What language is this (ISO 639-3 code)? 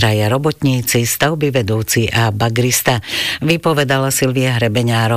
slk